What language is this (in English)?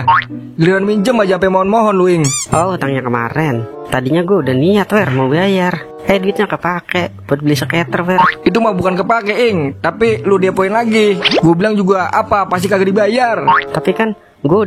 Betawi